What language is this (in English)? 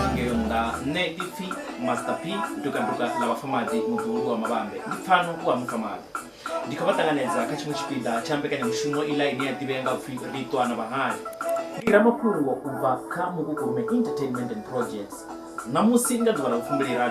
Venda